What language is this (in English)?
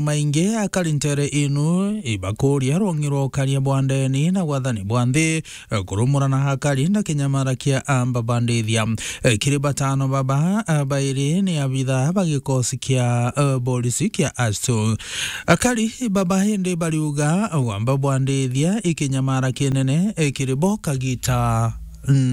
Meru